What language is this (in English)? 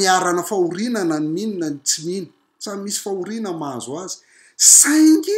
Malagasy